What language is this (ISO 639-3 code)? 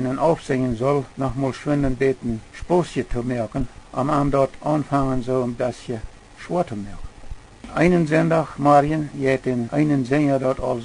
pdt